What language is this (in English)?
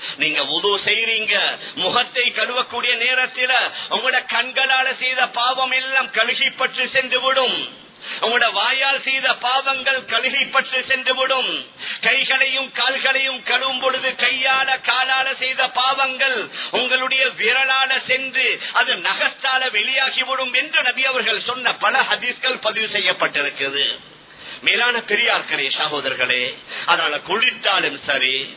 Tamil